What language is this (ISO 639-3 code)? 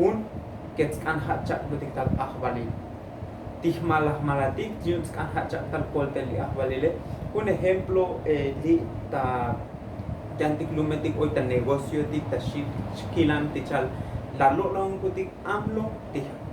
tzo